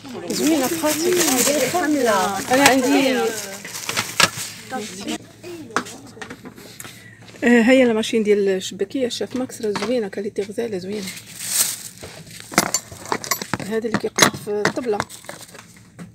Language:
Moroccan Arabic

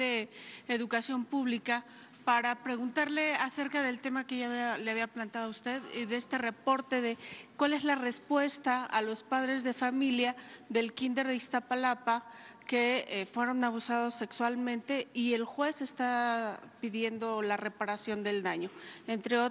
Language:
Spanish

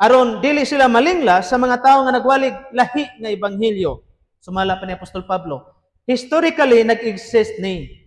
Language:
Cebuano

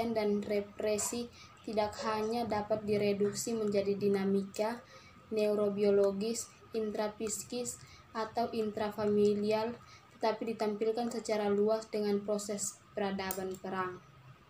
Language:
Indonesian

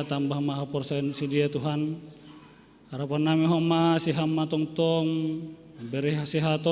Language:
Batak Simalungun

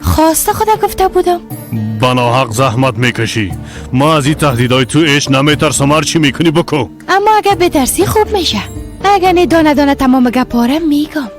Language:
Persian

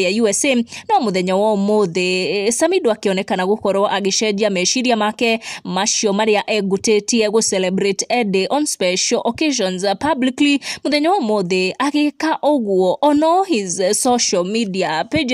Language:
Kikuyu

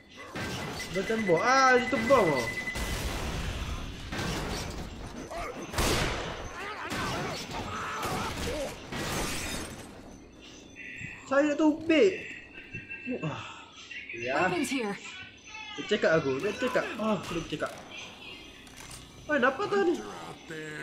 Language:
Malay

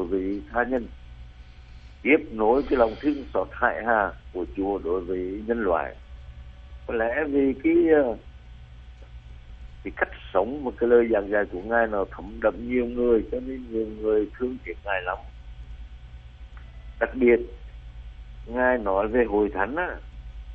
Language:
Vietnamese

